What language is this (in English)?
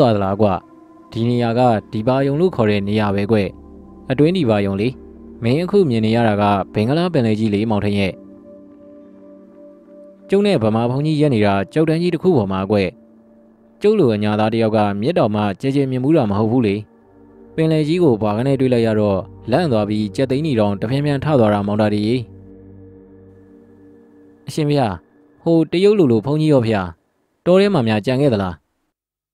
Burmese